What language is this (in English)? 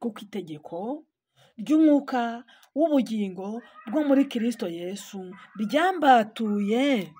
Kinyarwanda